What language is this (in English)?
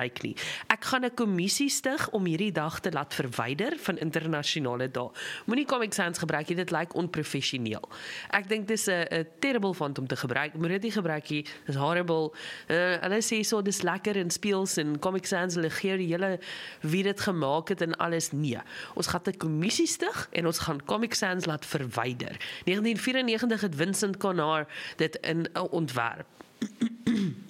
Afrikaans